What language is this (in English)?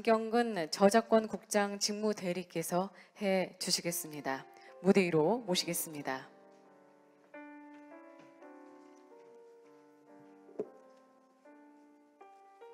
Korean